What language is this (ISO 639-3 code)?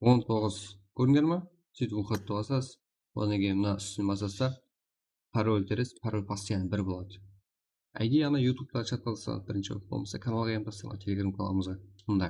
kaa